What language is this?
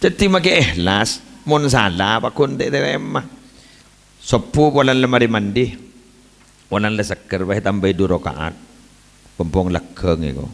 Madurese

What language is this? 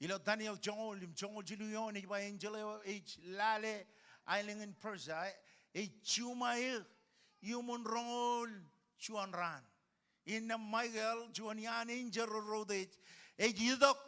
Marshallese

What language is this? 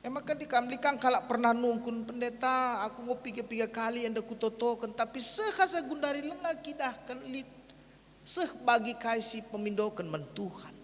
Batak Karo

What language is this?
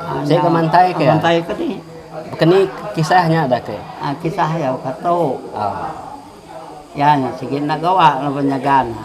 Iban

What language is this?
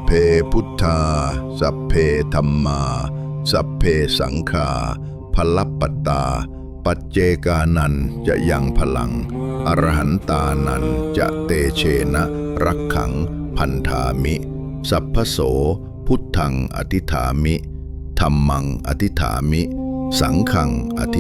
Pali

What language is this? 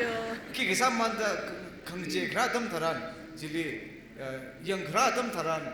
Tangkhul Naga (India)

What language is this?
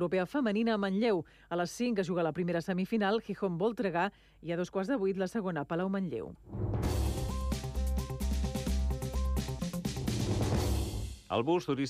Catalan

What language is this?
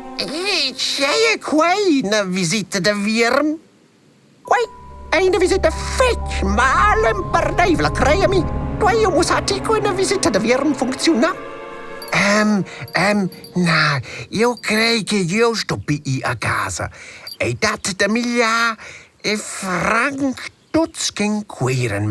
Romansh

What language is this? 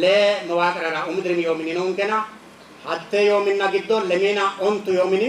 Sidamo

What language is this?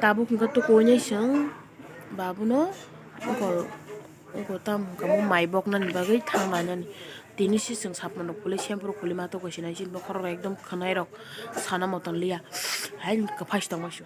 Kok Borok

